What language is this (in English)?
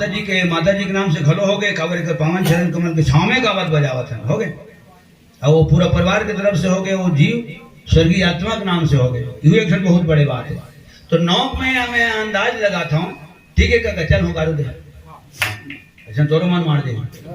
Chhattisgarhi